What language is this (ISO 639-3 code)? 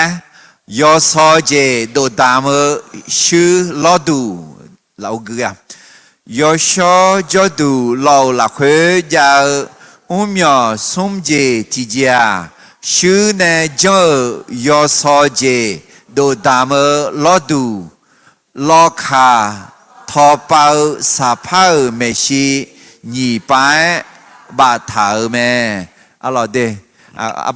ahk